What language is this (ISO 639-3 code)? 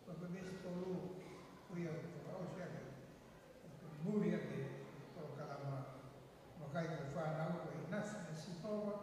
ton